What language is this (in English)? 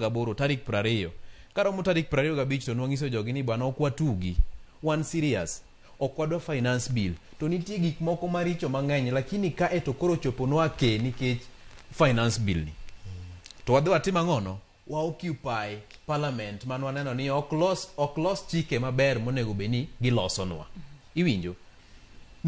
Luo (Kenya and Tanzania)